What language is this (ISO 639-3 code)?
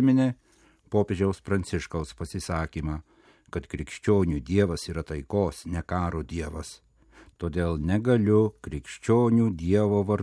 lit